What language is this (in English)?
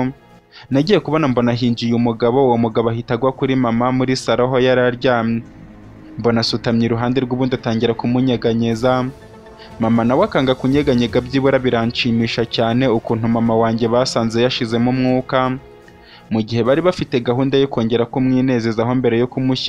Kinyarwanda